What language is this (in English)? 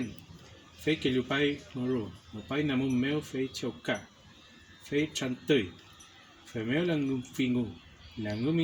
Mapuche